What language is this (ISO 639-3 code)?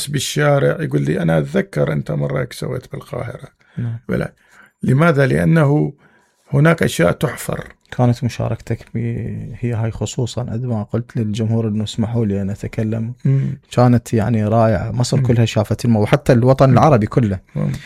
acm